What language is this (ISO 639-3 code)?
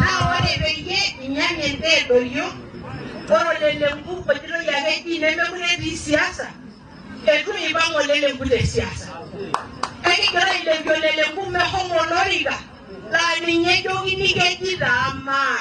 mas